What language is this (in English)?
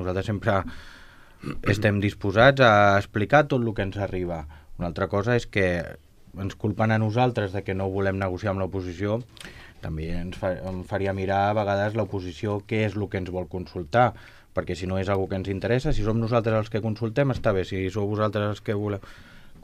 Catalan